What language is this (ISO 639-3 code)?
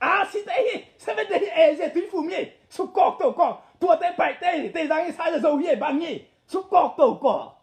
ctd